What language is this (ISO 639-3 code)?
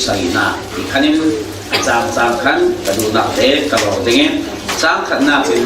cfm